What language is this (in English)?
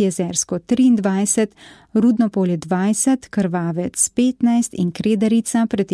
Slovenian